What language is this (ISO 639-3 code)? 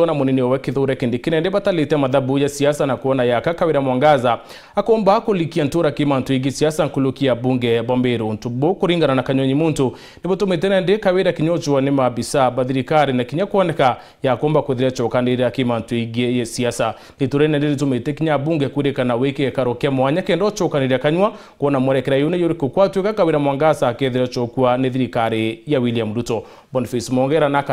mer